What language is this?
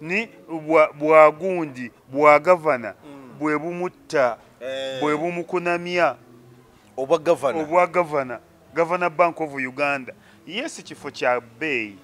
Ganda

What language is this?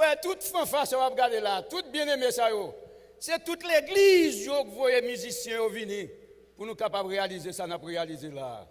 Haitian Creole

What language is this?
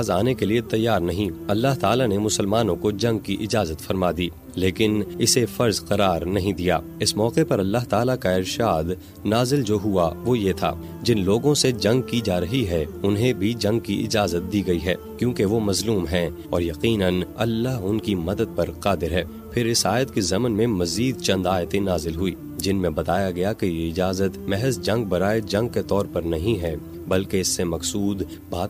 Urdu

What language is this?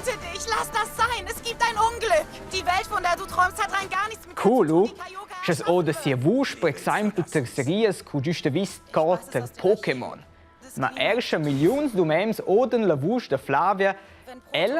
Romansh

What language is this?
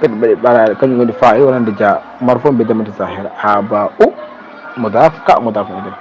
Fula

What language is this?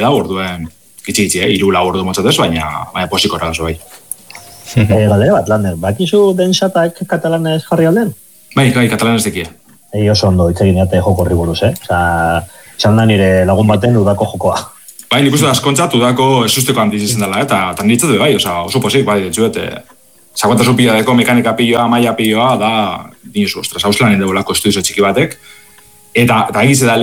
Basque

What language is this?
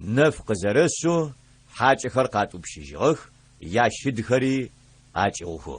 Adyghe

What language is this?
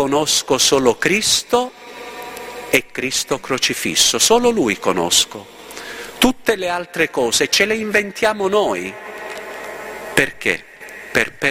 Italian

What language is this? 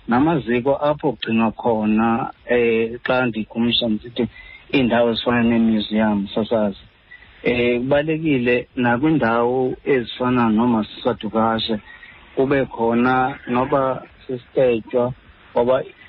Xhosa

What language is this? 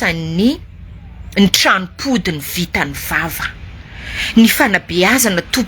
Malagasy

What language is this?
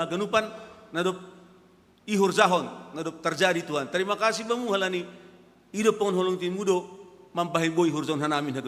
Batak Simalungun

